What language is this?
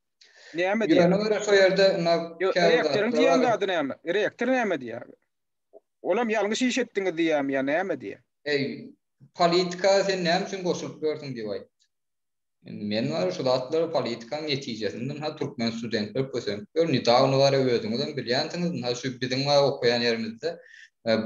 Turkmen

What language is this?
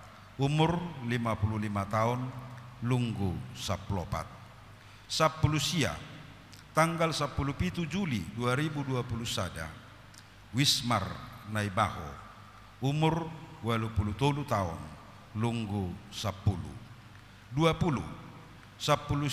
Batak Toba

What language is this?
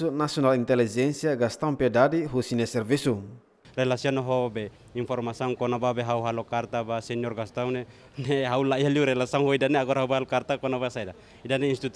Tetum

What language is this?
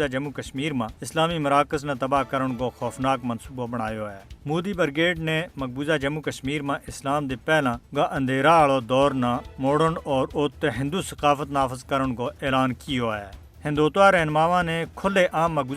Gujari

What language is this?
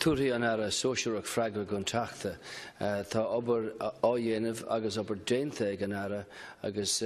Irish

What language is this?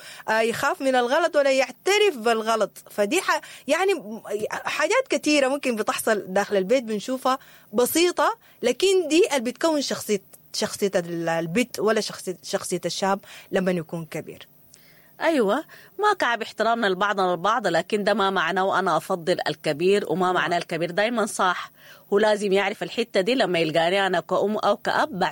Sudanese Arabic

